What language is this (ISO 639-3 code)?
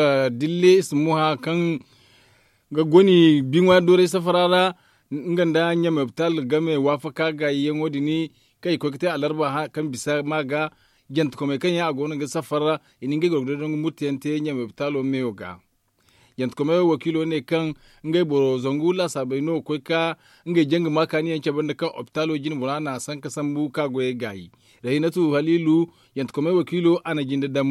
dje